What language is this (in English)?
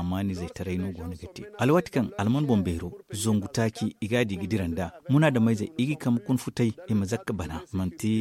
Zarma